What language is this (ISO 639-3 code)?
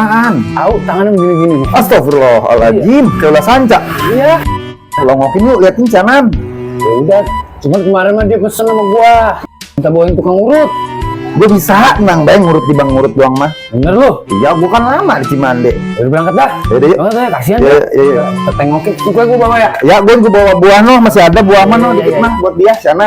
bew